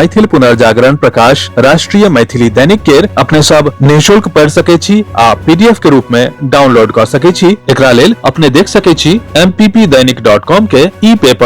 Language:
Maithili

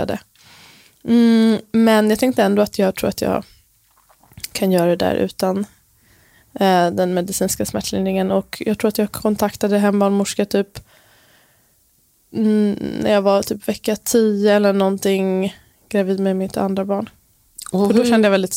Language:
Swedish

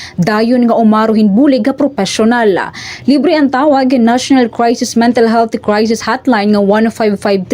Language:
Waray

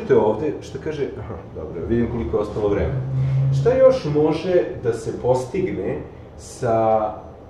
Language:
Serbian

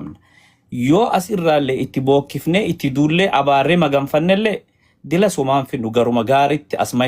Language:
Oromo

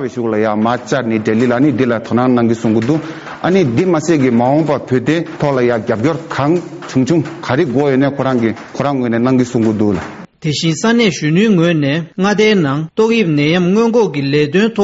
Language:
Tibetan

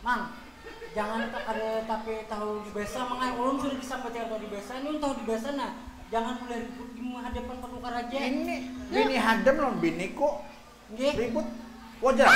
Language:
Banjar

